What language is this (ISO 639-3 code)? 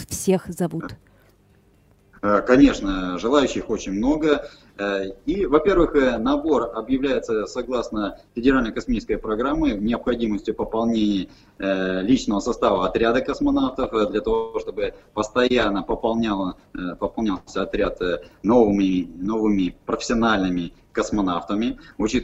rus